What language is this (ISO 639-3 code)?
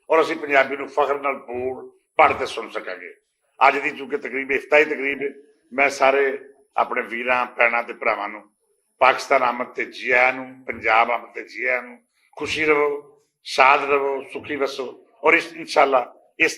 lah